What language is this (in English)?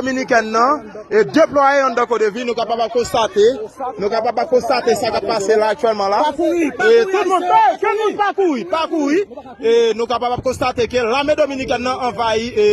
Haitian Creole